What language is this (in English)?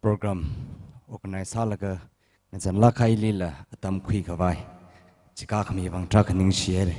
Tangkhul Naga (India)